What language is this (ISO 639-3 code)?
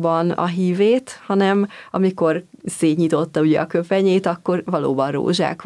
hun